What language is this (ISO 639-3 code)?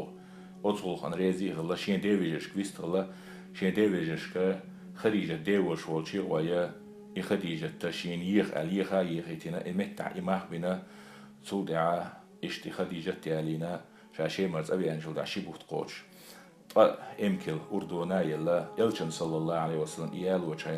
che